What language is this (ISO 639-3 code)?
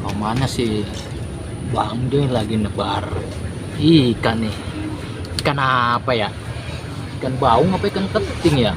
bew